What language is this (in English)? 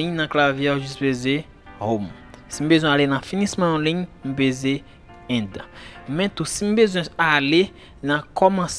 Haitian Creole